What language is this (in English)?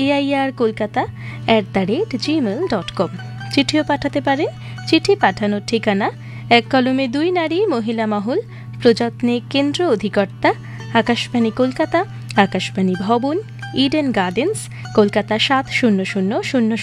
Bangla